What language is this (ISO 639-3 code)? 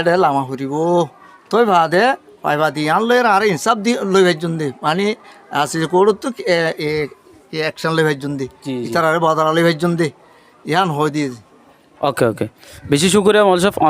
rhg